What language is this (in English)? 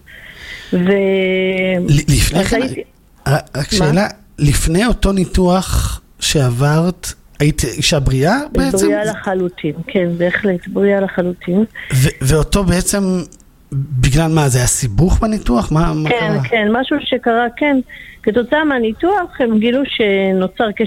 Hebrew